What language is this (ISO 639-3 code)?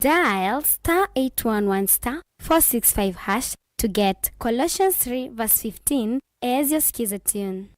kam